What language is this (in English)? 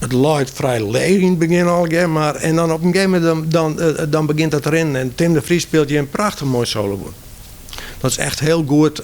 Western Frisian